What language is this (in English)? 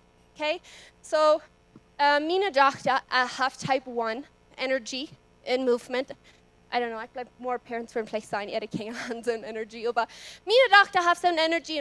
Plautdietsch